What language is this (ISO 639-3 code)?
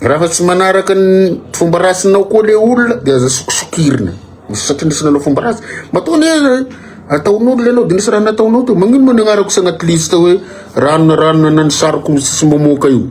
mlg